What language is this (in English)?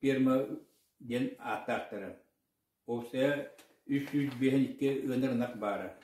Yakut